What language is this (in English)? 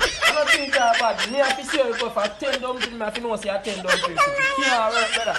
Jamaican Creole English